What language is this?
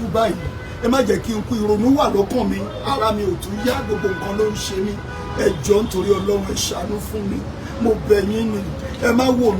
Yoruba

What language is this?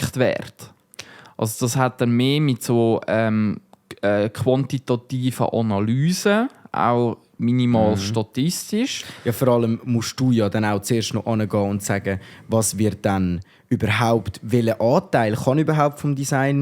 Swiss German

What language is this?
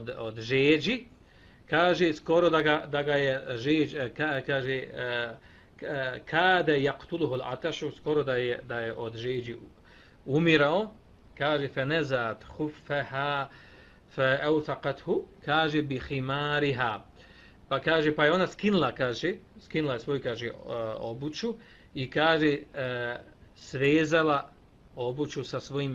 Bosnian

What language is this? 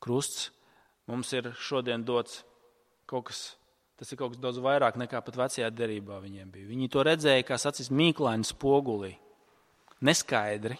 Latvian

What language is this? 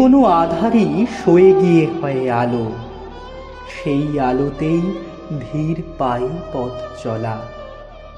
Bangla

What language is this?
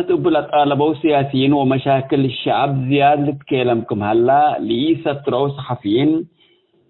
Tigre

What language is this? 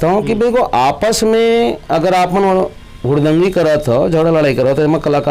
Chhattisgarhi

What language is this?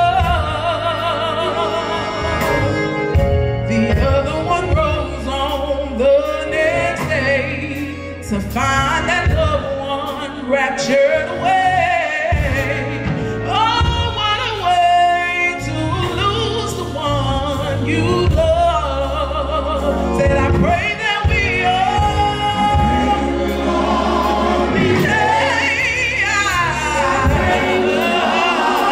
English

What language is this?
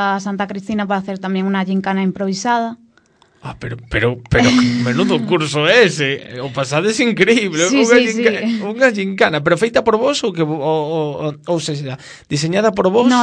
Galician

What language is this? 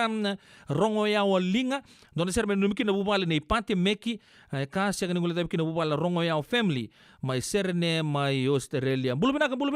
Fijian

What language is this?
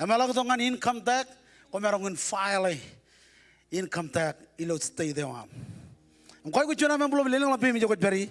Marshallese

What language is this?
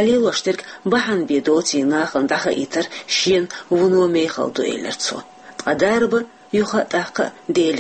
Chechen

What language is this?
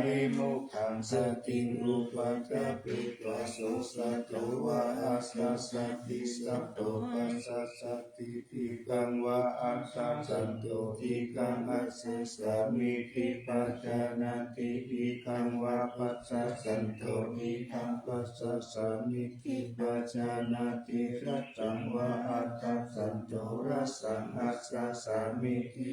Pali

